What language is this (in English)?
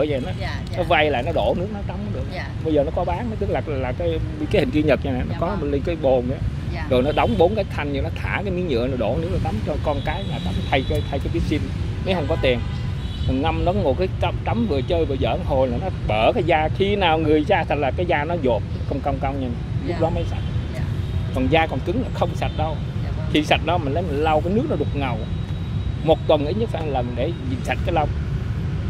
Vietnamese